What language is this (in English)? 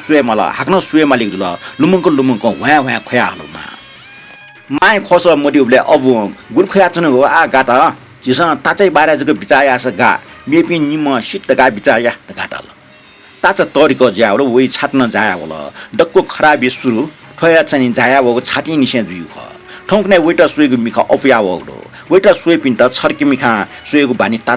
Newari